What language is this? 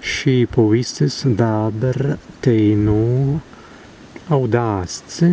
Prussian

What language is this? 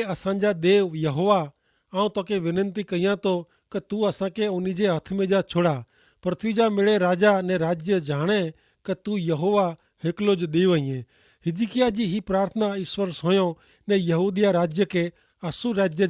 Kachhi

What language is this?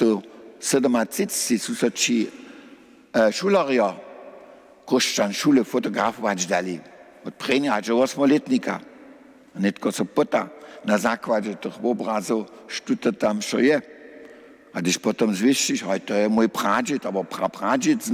Upper Sorbian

